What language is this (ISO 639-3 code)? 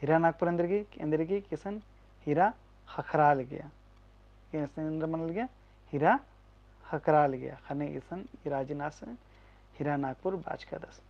kru